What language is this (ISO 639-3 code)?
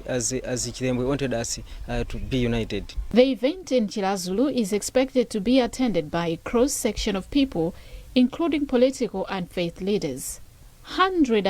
eng